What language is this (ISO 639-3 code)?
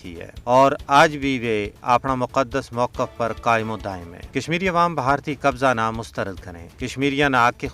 gju